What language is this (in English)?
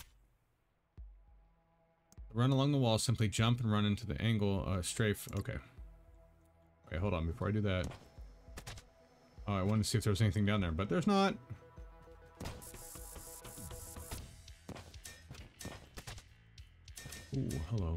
English